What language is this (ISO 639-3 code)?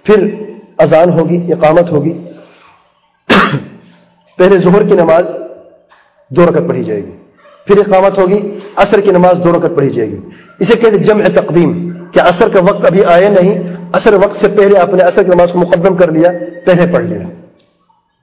urd